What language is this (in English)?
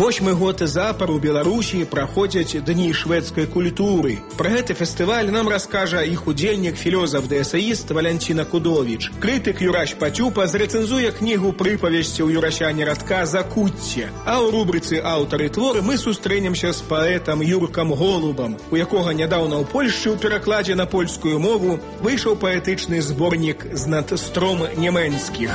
Belarusian